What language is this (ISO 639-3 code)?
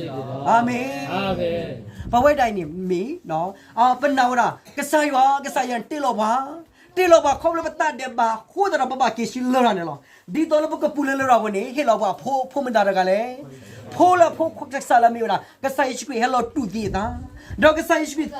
ksw